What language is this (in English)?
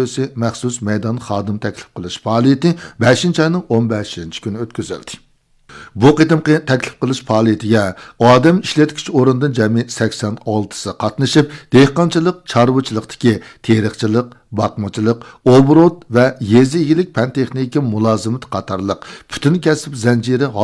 Uyghur